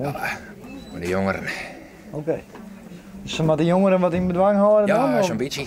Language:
Western Frisian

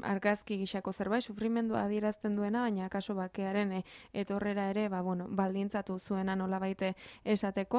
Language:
Basque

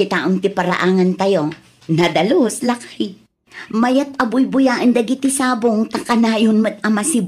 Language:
Iloko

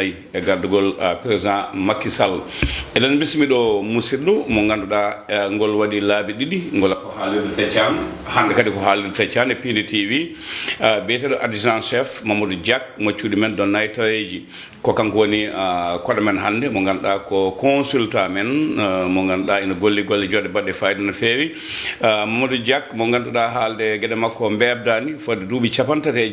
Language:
Fula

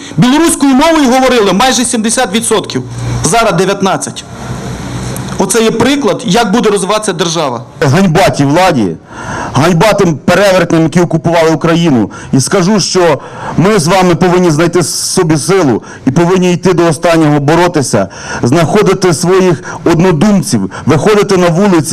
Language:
Ukrainian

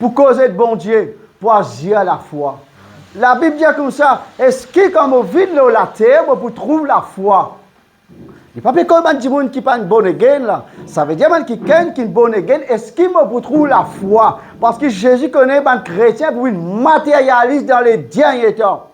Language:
Morisyen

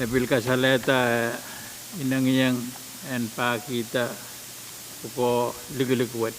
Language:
Pohnpeian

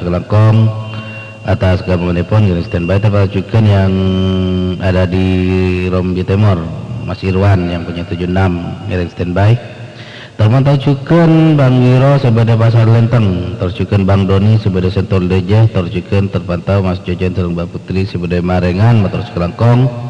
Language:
Madurese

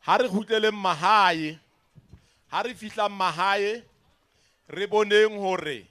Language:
Southern Sotho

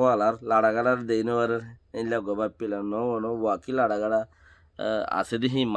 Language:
Rohingya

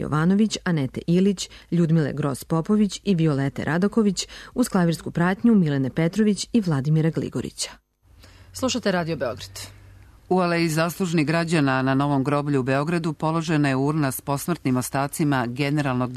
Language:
Serbian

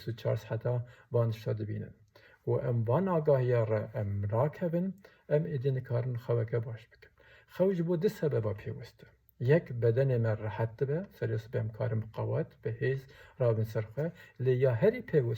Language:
Kurdish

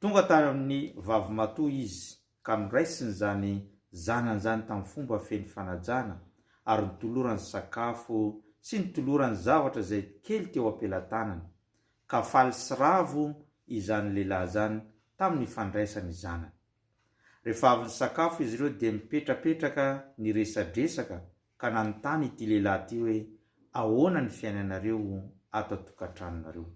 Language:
Malagasy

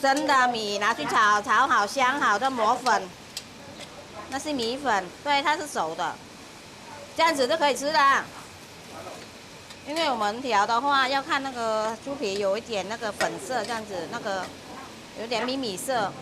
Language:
Hakka Chinese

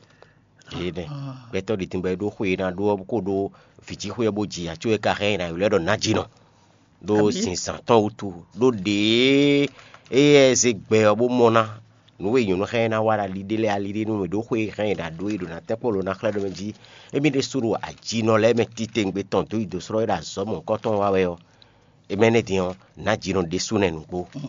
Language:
Fon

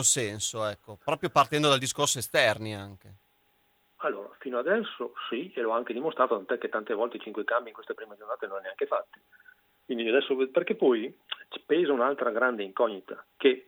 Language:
Italian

